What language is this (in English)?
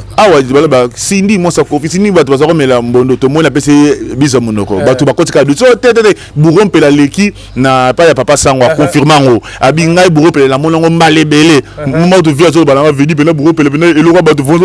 Lingala